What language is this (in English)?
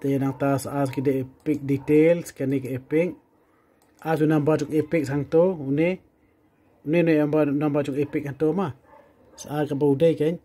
Khasi